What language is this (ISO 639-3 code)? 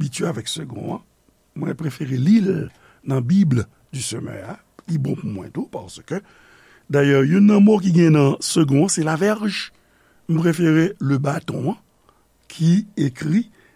hat